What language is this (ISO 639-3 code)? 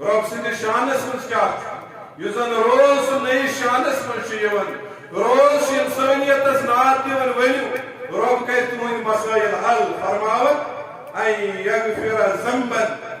kas